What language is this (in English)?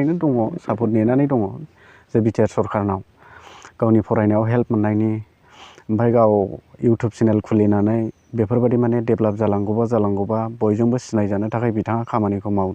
Bodo